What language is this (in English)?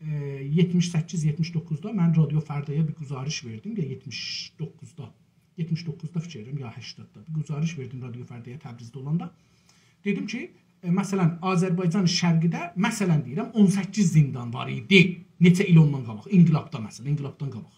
South Azerbaijani